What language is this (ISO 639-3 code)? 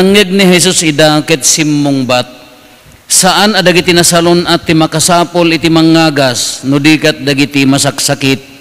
ilo